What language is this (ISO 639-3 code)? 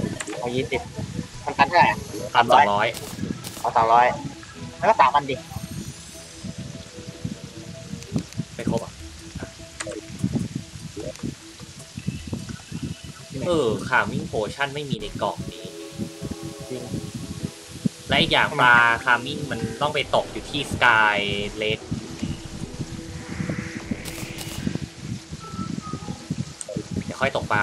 tha